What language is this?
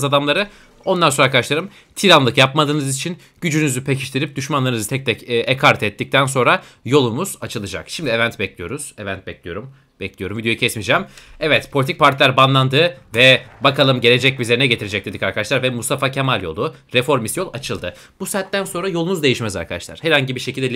Turkish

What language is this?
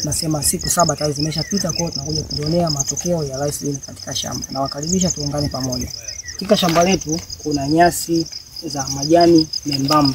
Swahili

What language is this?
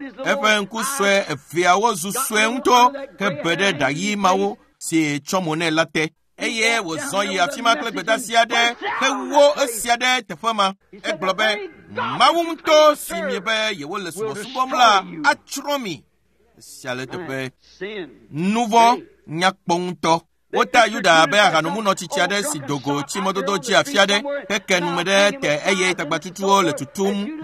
Ewe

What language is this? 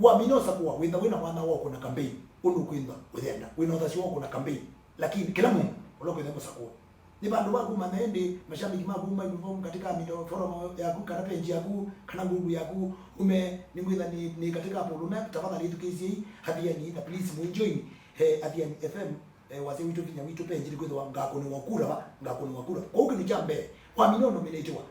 Kamba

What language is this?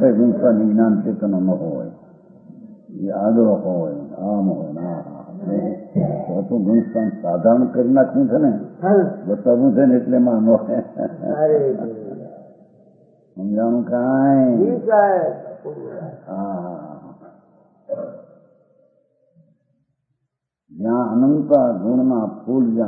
Gujarati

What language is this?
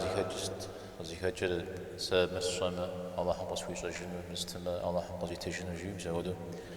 Kabardian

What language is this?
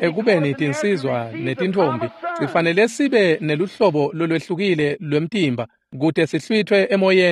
Swati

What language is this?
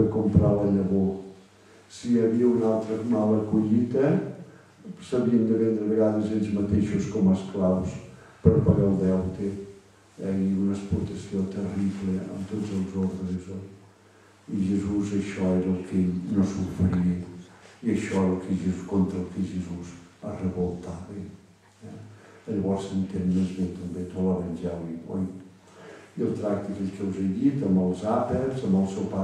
Catalan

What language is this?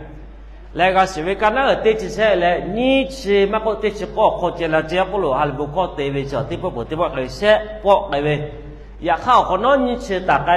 Lahu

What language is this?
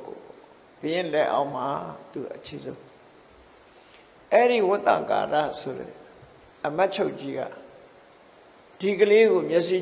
Burmese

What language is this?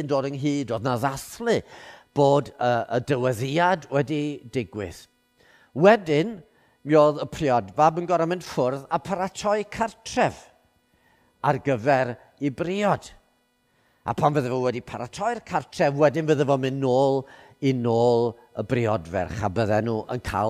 Welsh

